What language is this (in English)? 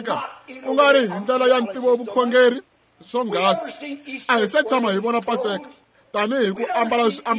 Tsonga